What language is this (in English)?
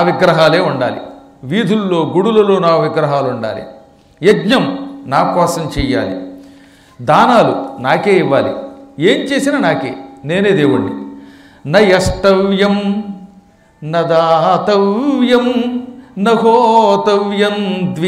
Telugu